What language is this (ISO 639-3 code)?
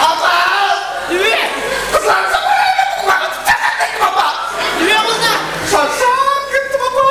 kaa